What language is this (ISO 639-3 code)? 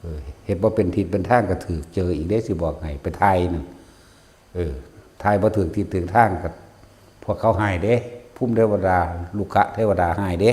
tts